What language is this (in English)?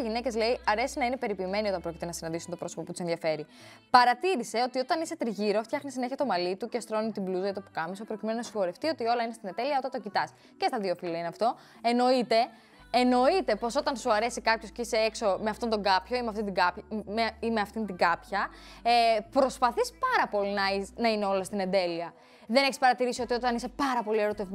Greek